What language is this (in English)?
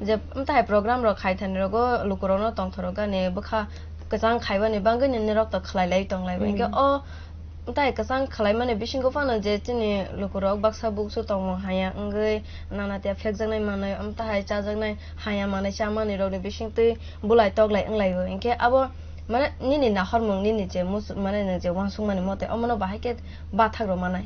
Kok Borok